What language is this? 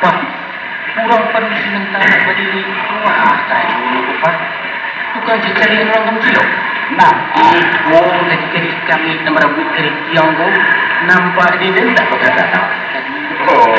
Minangkabau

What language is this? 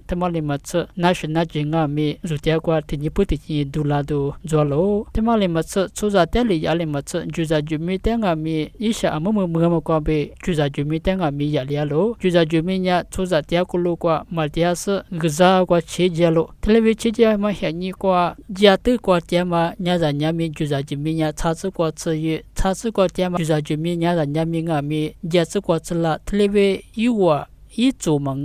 Lisu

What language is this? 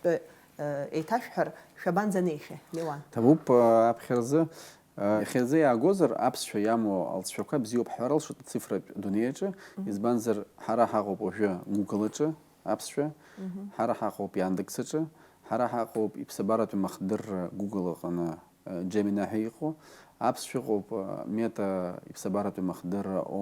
Abkhazian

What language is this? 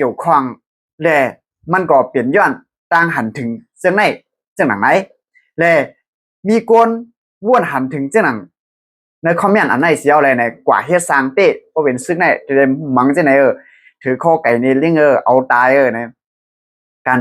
Shan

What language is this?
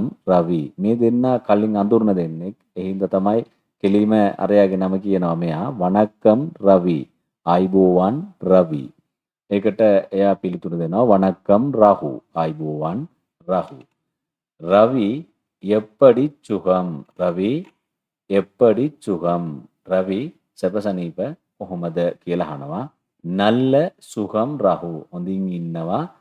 Sinhala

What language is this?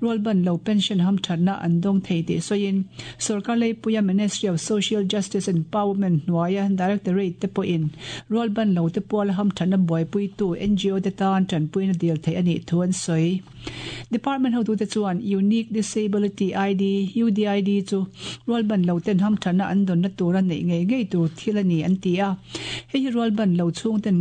Mizo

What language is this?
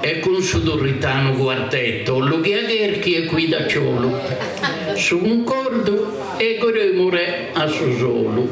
Sardinian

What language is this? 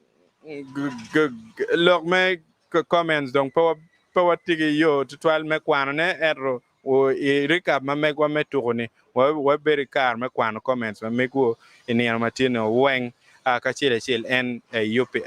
Acoli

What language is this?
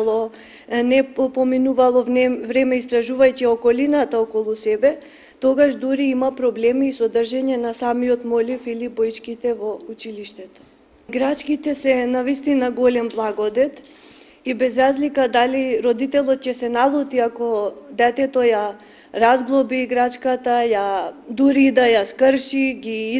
Macedonian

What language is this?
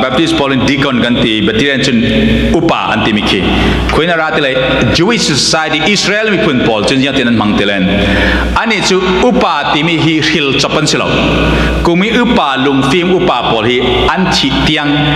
Falam Chin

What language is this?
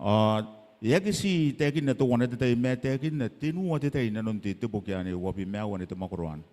Gilbertese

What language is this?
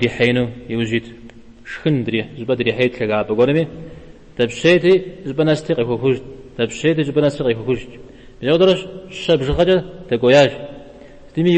Kabardian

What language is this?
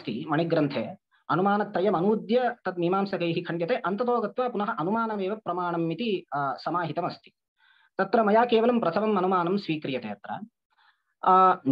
Sanskrit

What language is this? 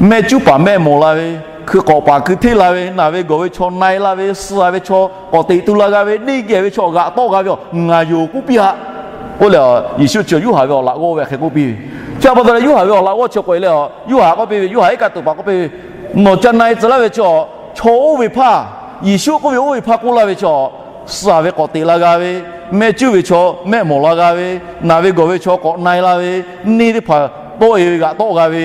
Lahu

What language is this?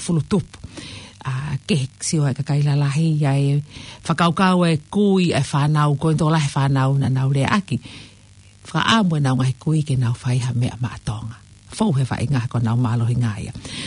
Tongan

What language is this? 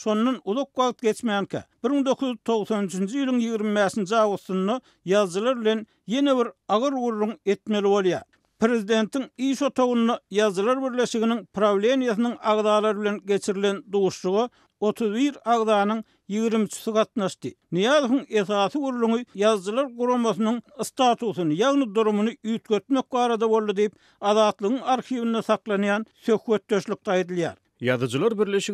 Turkmen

